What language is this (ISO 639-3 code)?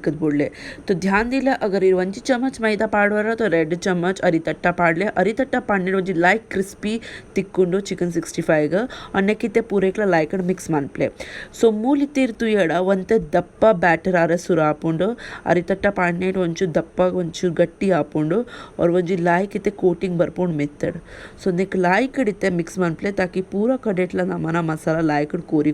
tcy